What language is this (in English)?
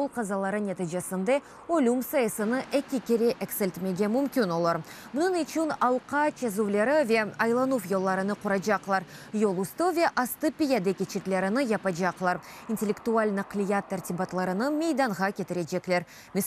Crimean Tatar